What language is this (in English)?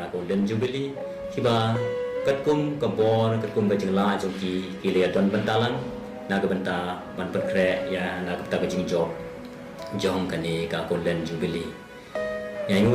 Khasi